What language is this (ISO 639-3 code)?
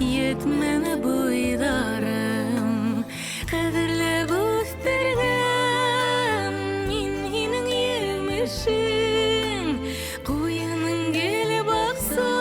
bak